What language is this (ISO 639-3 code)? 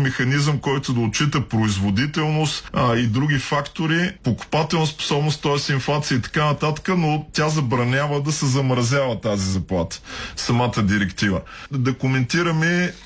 bul